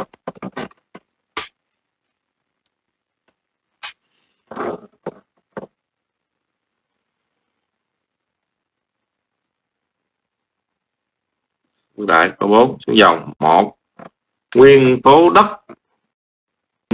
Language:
Vietnamese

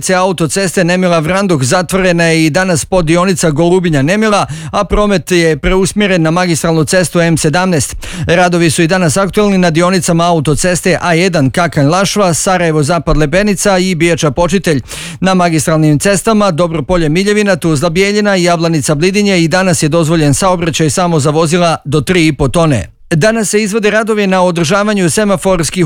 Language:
Bosnian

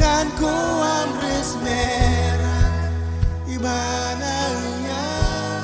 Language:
Marshallese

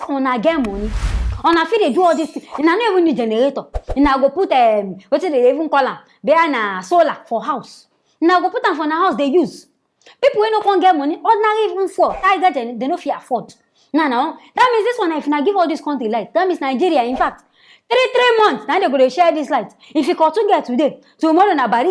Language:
Nigerian Pidgin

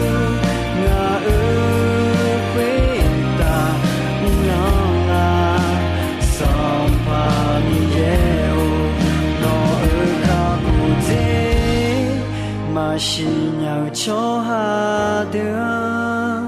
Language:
Akha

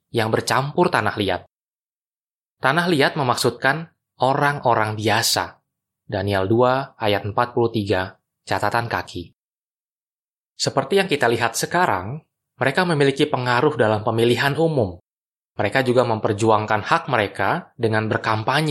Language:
Indonesian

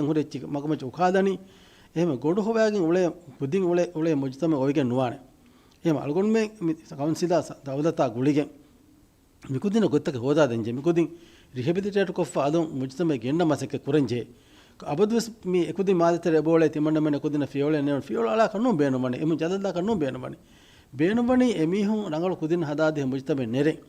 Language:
Divehi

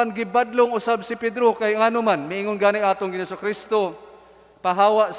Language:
Cebuano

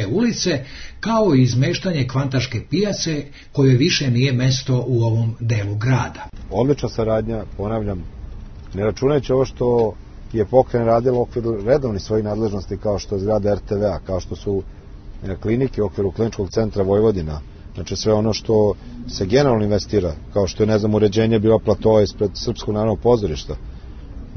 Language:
Serbian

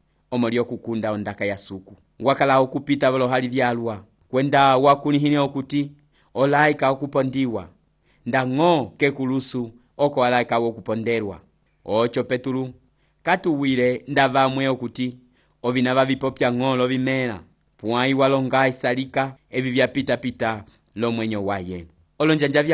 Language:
Umbundu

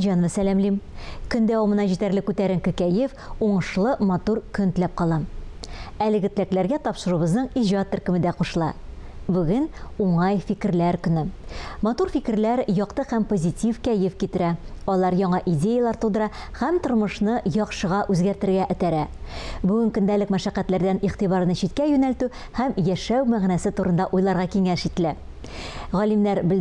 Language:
Tatar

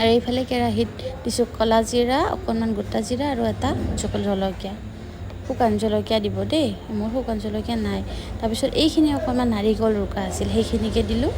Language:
Assamese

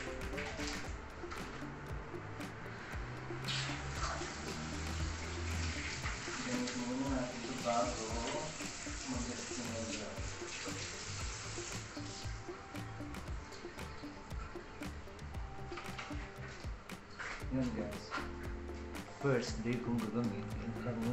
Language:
Filipino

